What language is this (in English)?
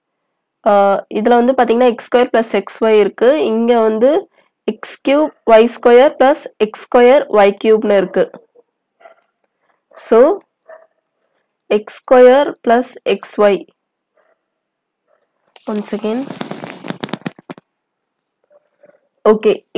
Tamil